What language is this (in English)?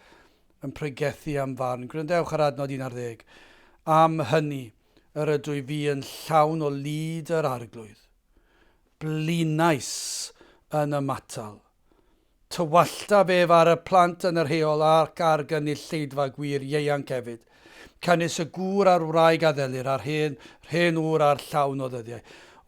Welsh